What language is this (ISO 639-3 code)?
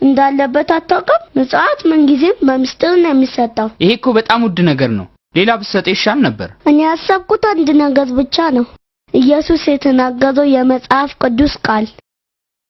amh